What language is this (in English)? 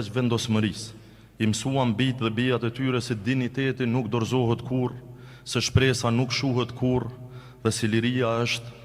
Albanian